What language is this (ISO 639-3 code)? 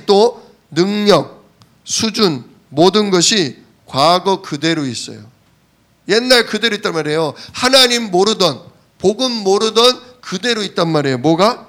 kor